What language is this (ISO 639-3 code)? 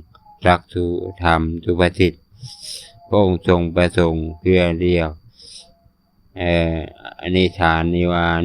lao